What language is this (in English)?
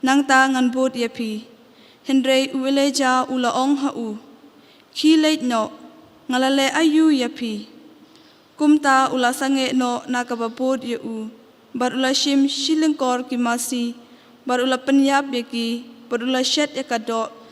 Khasi